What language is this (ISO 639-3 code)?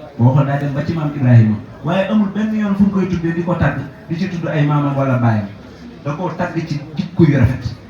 wol